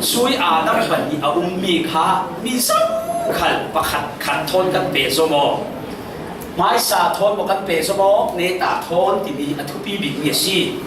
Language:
Falam Chin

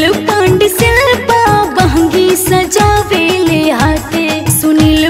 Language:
Bhojpuri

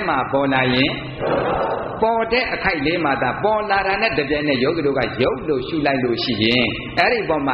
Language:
Burmese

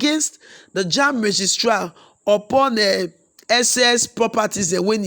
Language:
Nigerian Pidgin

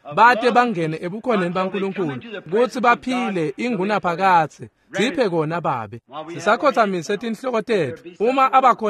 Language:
Swati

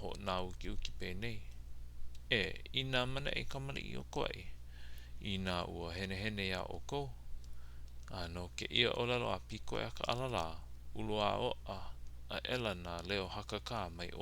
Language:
Hawaiian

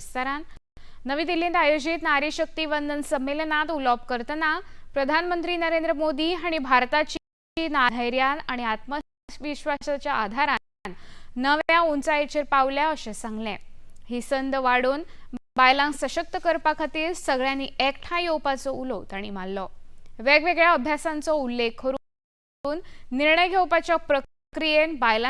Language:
Konkani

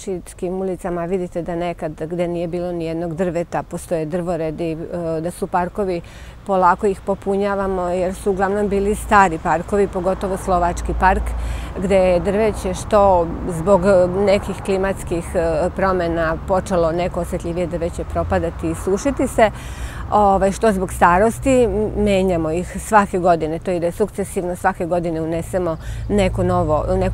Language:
Serbian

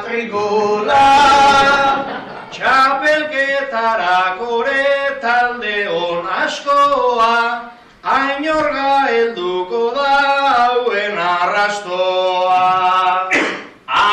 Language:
Basque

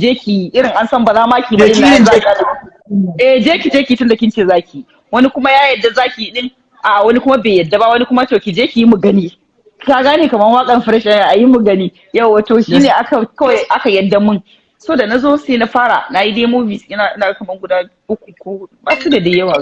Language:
Hausa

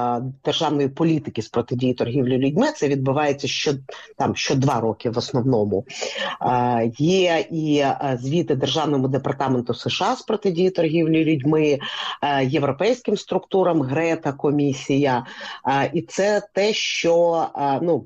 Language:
Ukrainian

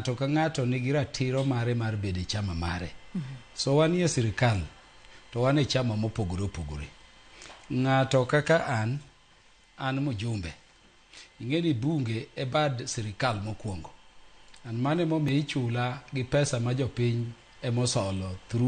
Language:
Luo (Kenya and Tanzania)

